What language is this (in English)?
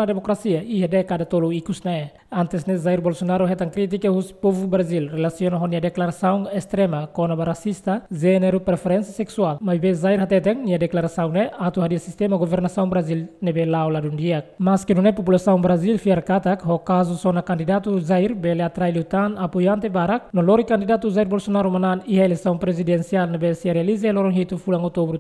Tetum